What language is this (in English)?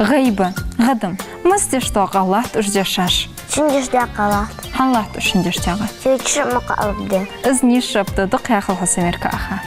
Ingush